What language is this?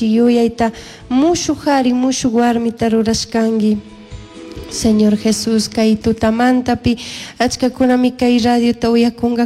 Chimborazo Highland Quichua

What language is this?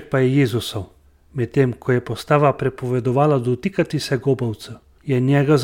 Slovenian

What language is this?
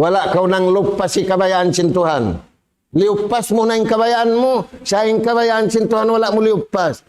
Tausug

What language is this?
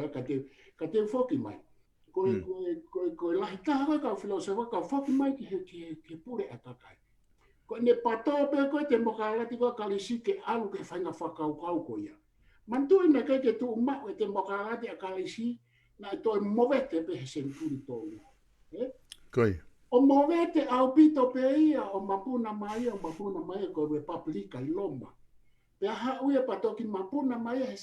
Tongan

